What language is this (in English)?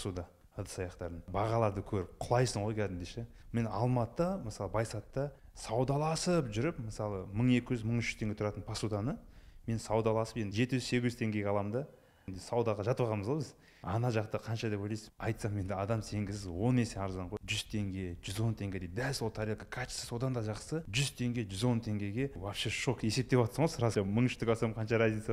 Kazakh